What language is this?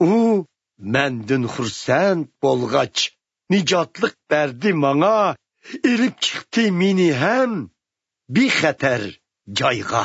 Uyghur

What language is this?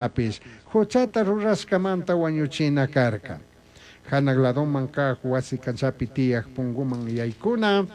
Chimborazo Highland Quichua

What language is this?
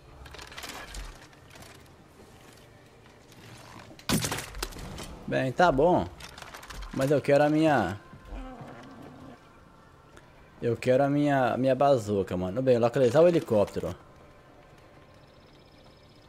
Portuguese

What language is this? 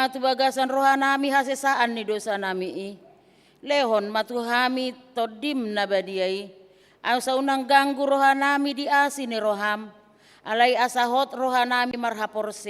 Batak Toba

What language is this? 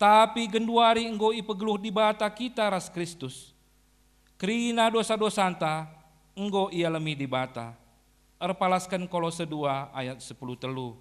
Batak Karo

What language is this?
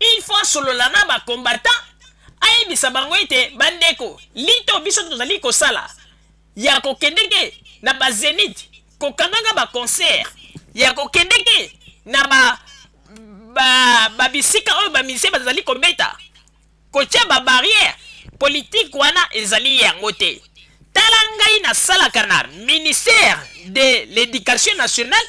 Lingala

